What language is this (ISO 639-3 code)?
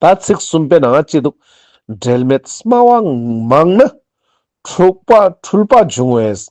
lbj